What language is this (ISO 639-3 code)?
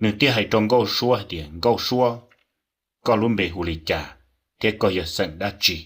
hmn